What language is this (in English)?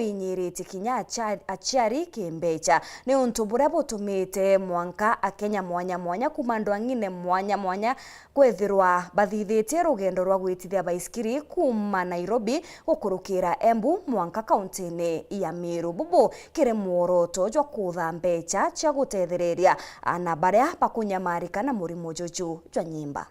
Meru